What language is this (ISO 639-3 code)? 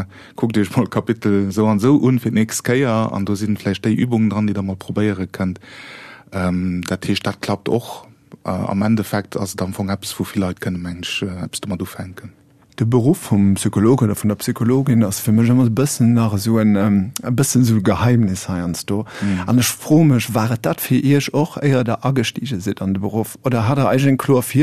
ltz